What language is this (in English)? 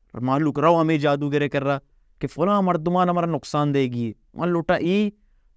Baluchi